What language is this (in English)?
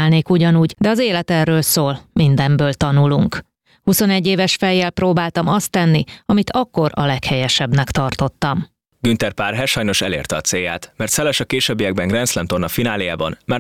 Hungarian